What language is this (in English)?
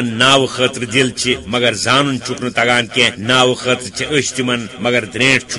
Kashmiri